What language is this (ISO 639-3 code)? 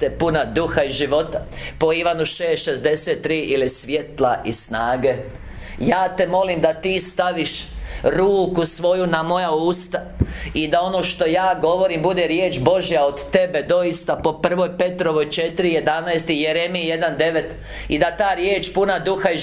hrv